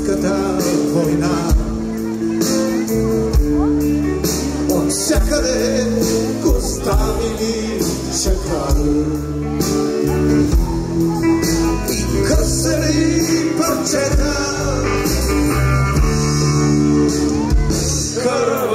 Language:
Bulgarian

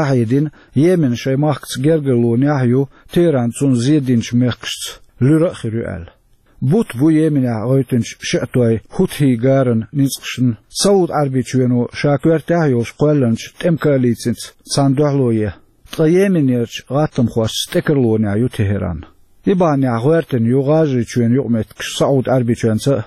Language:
Chechen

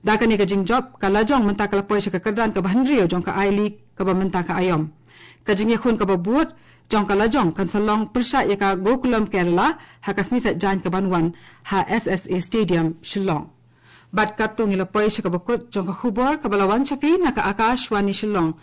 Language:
Khasi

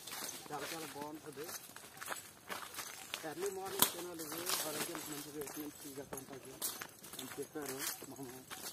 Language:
Telugu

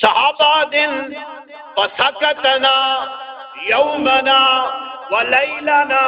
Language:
Saraiki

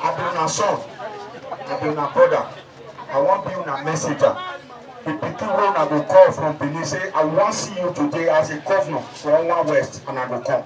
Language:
Nigerian Pidgin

